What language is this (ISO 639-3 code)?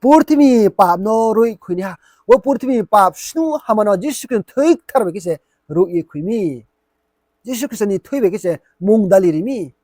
ria